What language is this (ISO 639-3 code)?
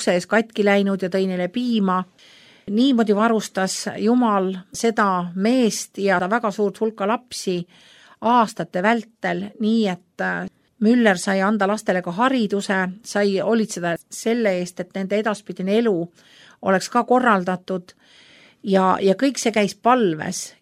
est